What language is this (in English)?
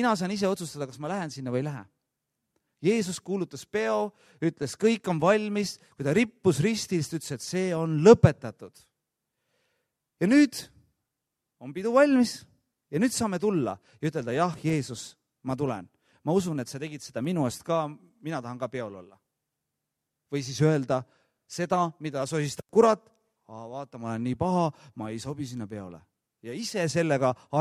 Estonian